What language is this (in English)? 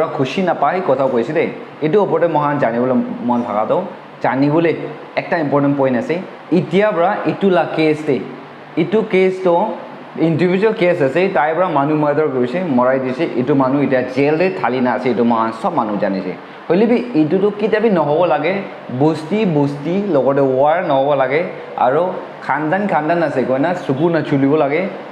Naga Pidgin